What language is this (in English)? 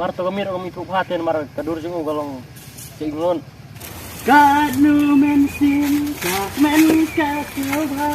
Khasi